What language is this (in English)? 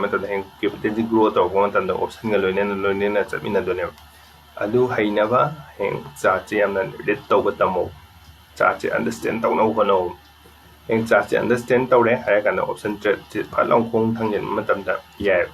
Manipuri